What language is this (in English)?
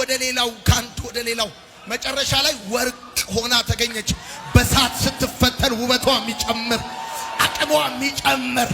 Amharic